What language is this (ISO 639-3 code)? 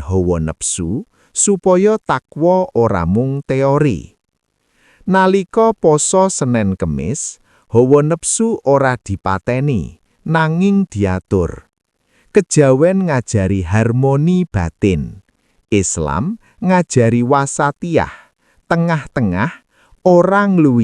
jav